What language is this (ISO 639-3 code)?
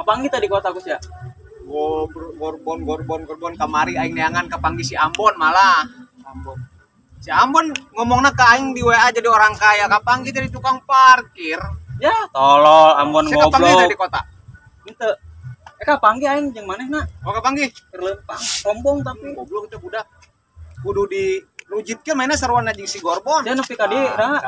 sun